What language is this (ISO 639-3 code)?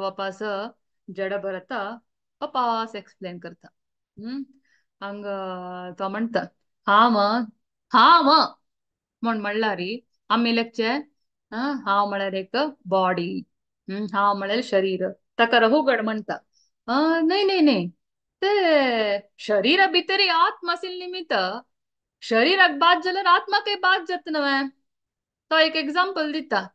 kok